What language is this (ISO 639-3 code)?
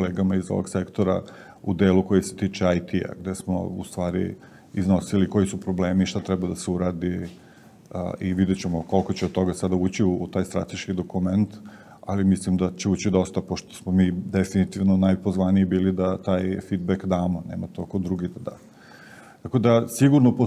srp